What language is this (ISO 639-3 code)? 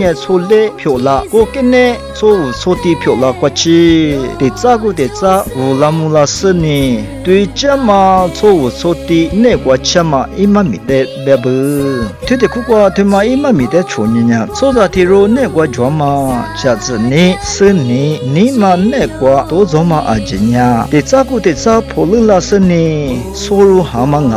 lis